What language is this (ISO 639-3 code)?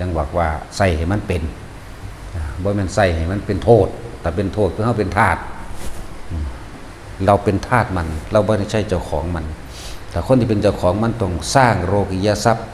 tts